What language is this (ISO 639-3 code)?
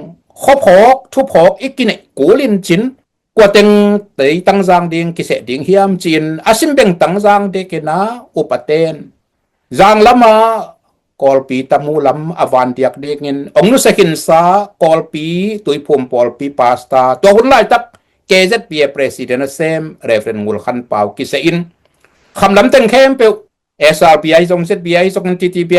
ctd